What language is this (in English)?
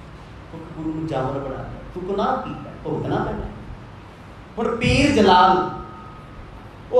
Punjabi